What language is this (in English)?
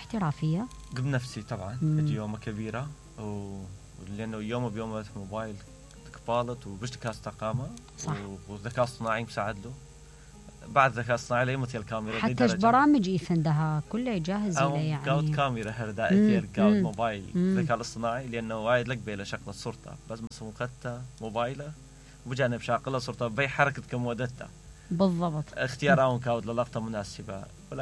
Mesopotamian Arabic